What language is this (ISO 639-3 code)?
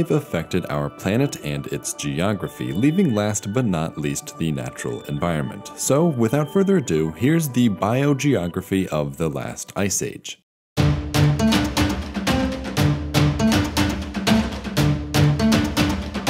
eng